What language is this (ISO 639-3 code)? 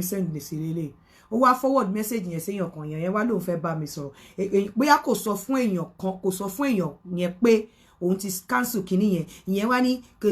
yor